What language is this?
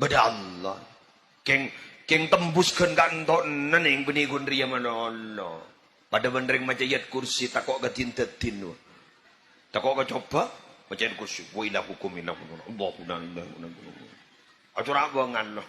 Madurese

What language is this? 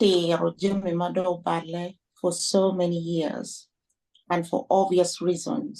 Acoli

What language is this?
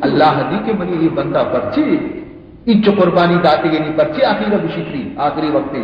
Baluchi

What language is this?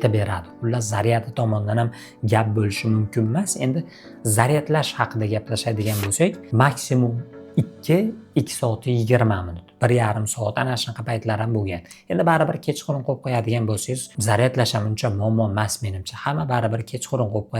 Uzbek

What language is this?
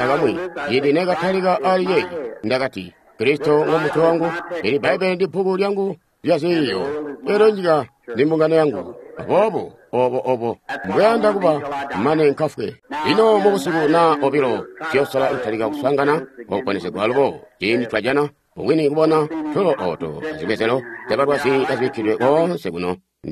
Tonga (Zambia)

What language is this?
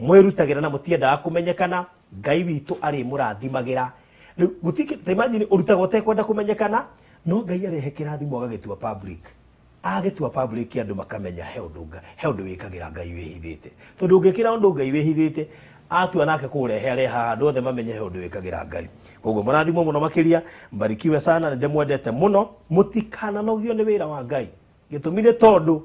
Kikuyu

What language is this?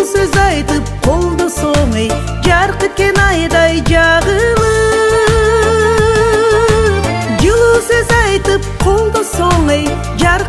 Kyrgyz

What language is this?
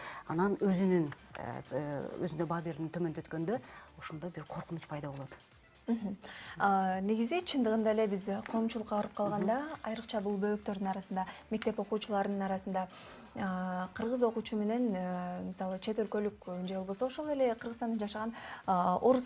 Kyrgyz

